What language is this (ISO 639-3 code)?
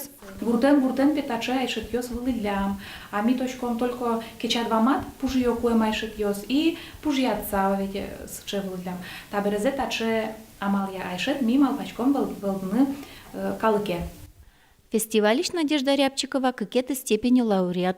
udm